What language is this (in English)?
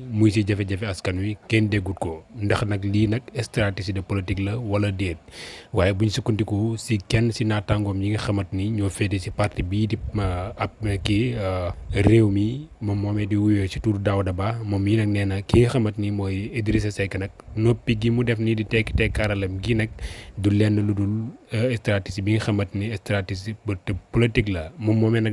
Wolof